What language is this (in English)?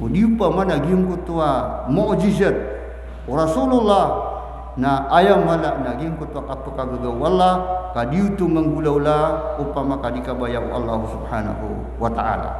Maranao